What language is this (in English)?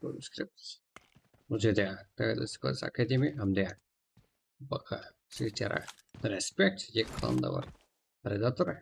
Kara-Kalpak